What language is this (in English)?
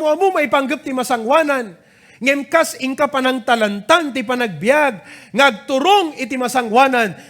Iloko